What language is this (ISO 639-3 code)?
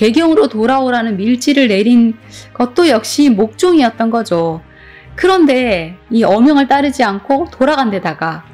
kor